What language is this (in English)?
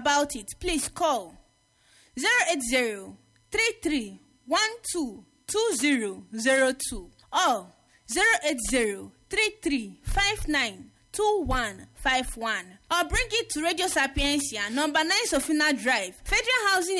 English